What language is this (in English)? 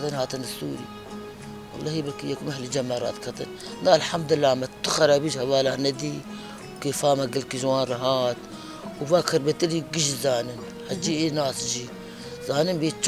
Kurdish